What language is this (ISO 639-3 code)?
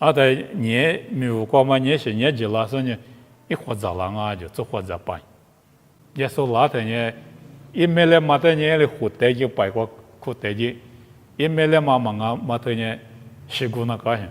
lis